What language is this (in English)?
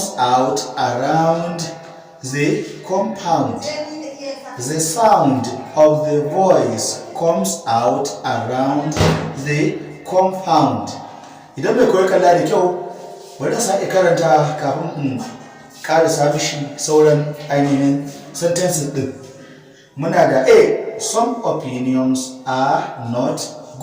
Hausa